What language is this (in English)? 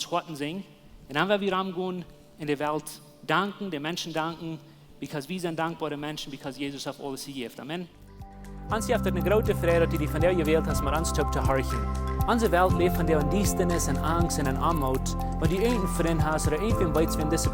Plautdietsch